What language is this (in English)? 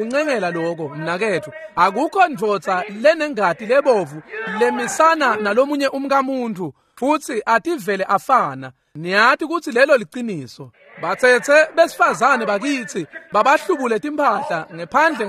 Swati